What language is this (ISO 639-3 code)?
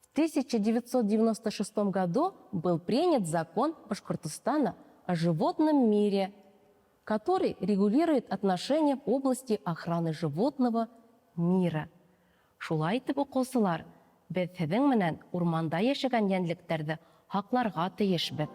bak